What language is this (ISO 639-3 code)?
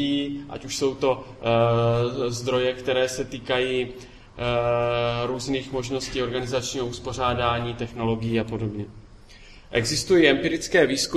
ces